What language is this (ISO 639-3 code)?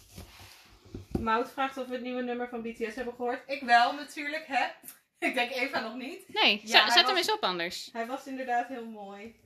nld